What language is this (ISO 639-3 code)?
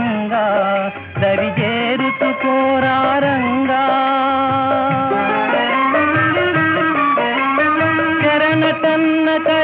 tel